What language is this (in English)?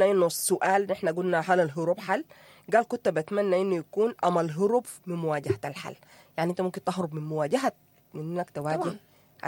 Sudanese Arabic